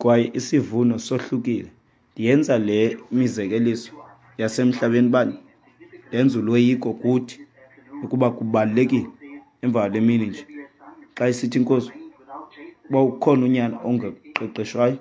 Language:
Xhosa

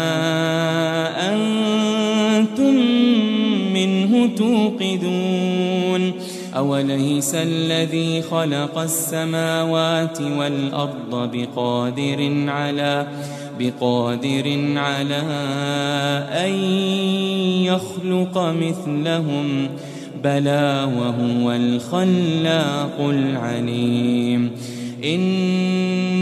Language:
Arabic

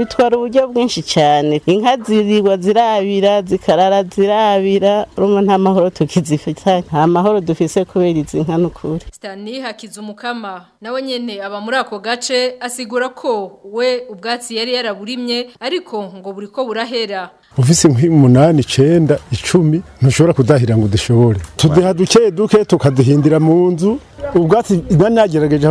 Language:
Rundi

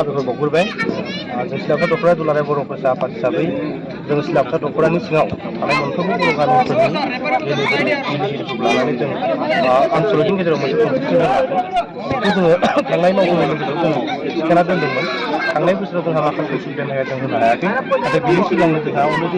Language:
Bodo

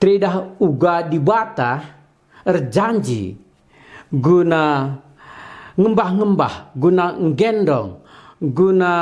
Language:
Batak Karo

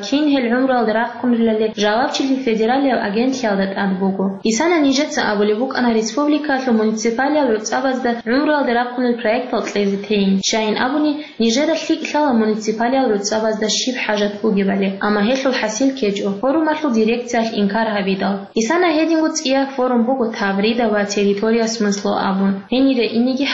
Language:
Avaric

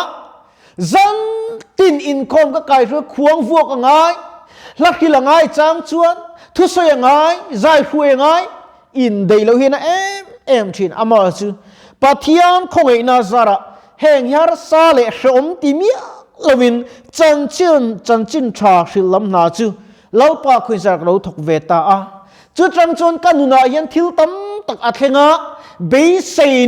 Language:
Mizo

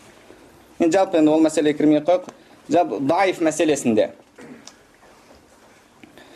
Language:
Kazakh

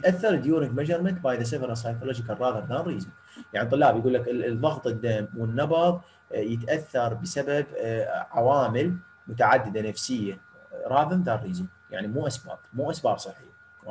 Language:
Mesopotamian Arabic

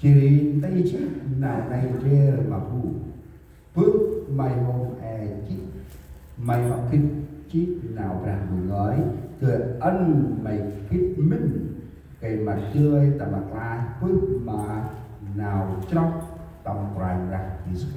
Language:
Central Mnong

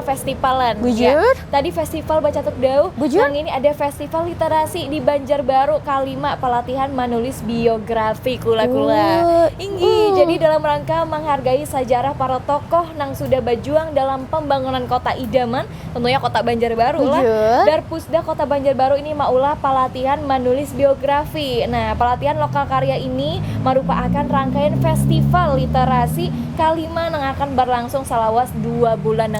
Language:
Banjar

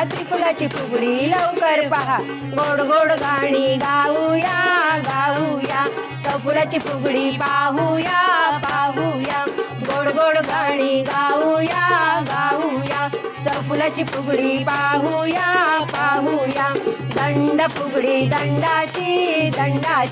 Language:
Marathi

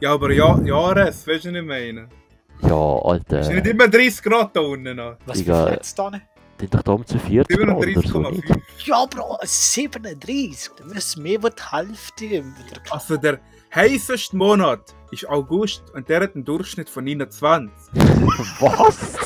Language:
Swiss German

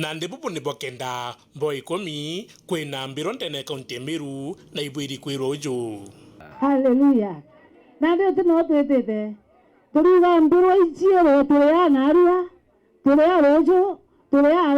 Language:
Meru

